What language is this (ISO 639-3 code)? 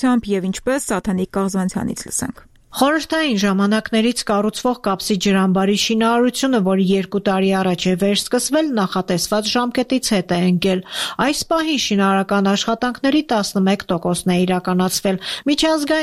hye